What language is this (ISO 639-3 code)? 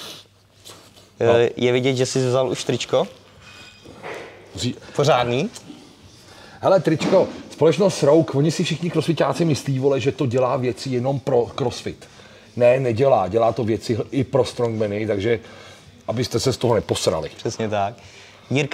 ces